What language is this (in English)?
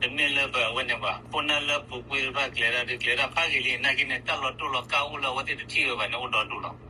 S'gaw Karen